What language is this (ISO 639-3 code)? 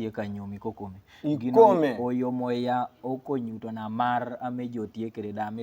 kdi